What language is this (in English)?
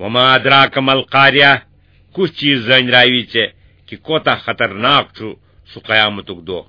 Kashmiri